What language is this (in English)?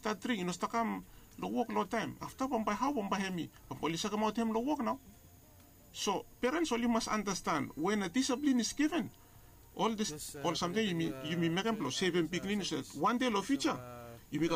Bislama